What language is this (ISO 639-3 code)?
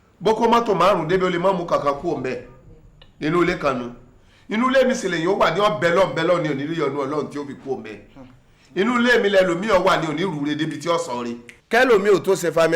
yor